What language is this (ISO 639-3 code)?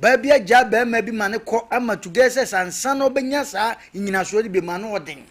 aka